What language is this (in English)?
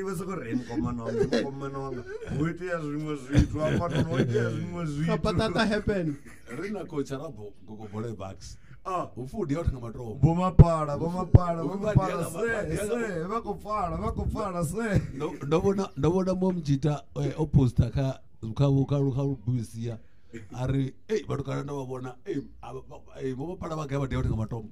Venda